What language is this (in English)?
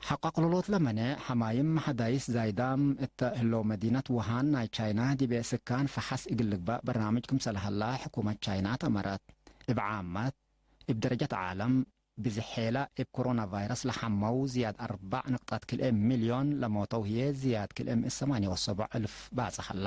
Tigre